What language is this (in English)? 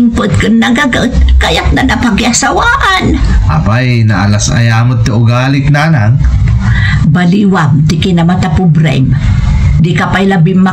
Iloko